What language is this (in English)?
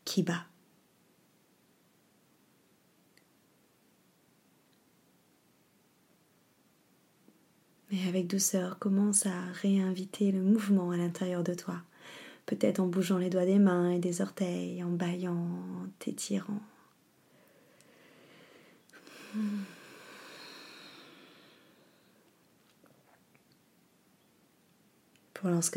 French